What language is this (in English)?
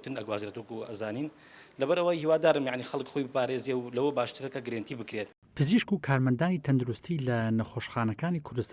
Central Kurdish